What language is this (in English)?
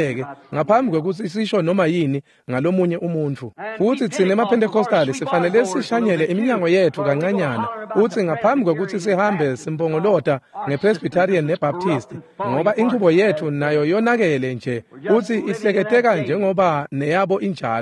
Swati